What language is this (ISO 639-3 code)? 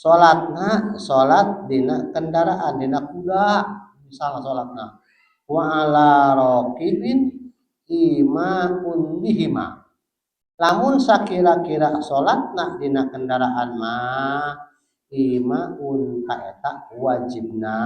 sun